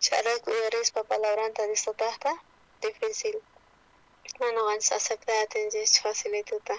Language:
South Bolivian Quechua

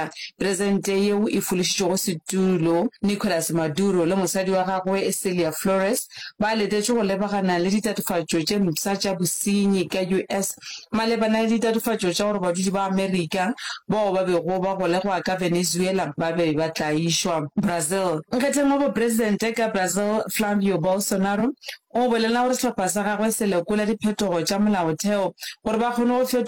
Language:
Northern Sotho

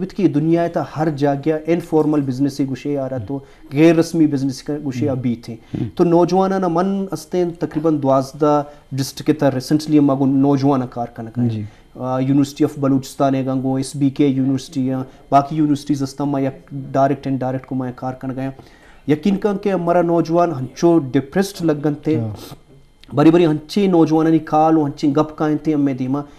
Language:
Eastern Balochi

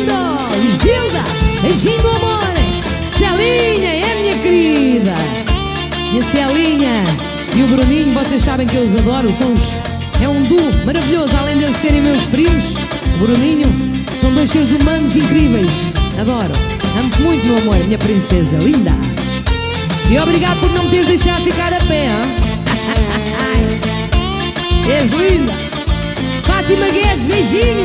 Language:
Portuguese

